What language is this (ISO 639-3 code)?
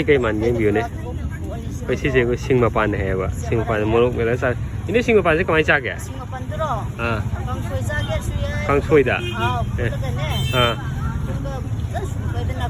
mni